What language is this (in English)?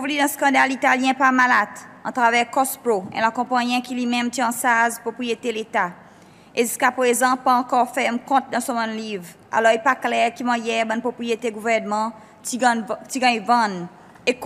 Seselwa Creole French